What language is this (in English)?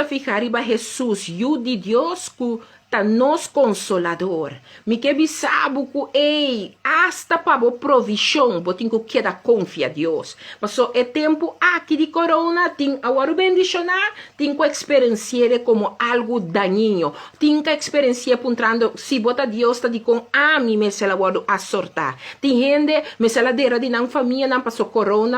Papiamento